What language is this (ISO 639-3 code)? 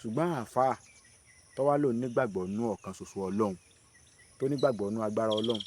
yor